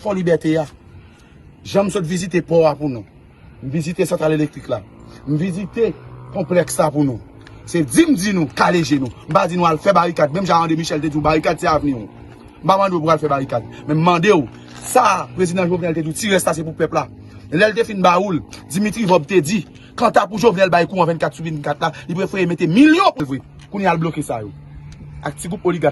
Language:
Haitian Creole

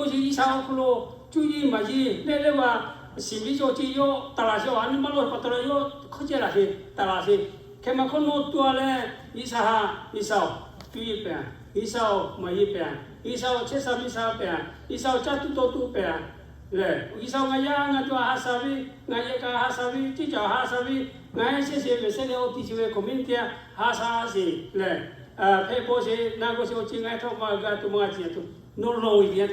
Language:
Lahu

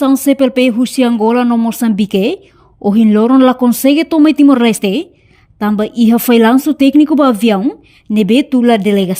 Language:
Tetum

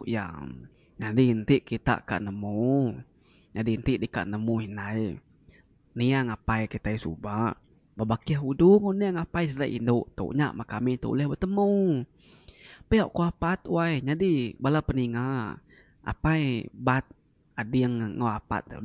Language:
Iban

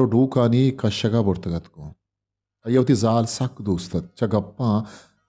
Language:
Eastern Balochi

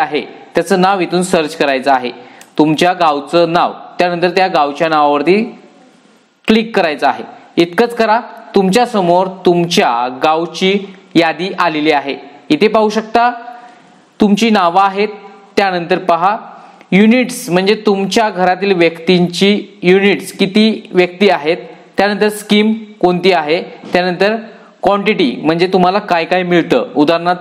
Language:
Marathi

